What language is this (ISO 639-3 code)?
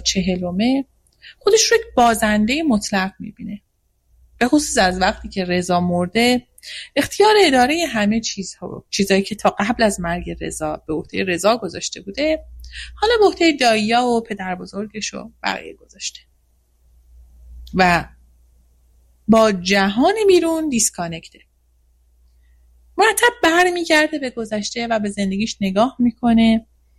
fas